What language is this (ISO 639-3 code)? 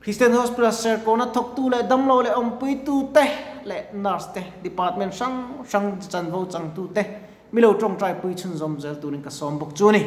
lus